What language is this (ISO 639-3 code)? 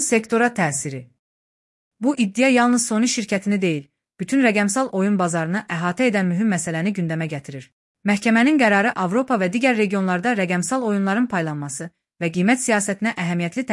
aze